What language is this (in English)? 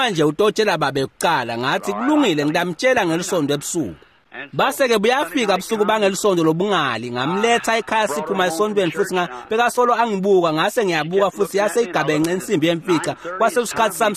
Swati